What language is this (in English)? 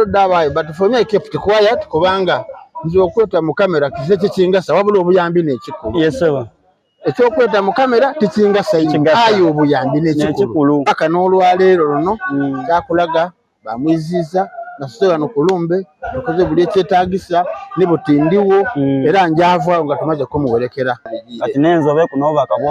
Soga